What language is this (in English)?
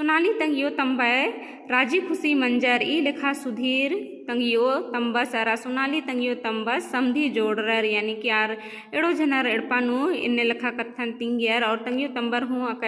Kurukh